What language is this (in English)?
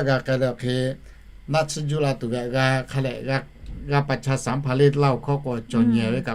Lahu